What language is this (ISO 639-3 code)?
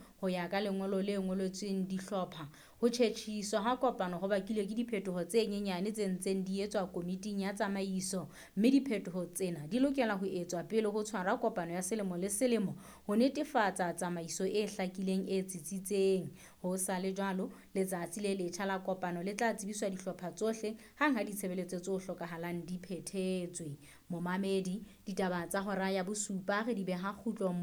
sot